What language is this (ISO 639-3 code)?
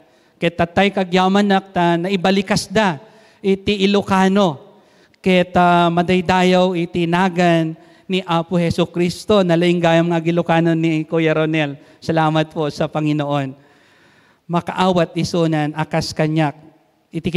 ilo